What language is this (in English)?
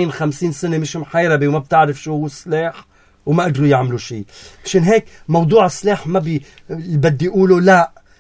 North Levantine Arabic